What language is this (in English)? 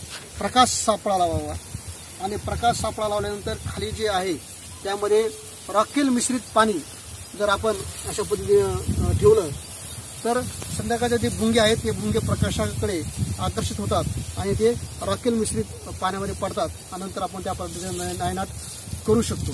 Marathi